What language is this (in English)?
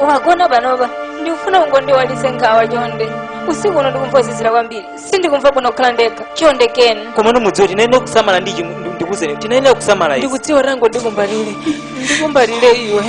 Nyanja